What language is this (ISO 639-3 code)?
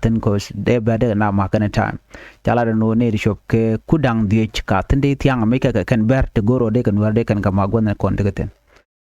nus